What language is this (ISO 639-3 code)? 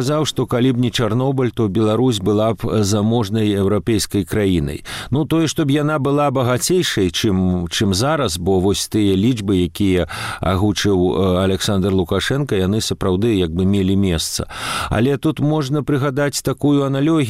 bel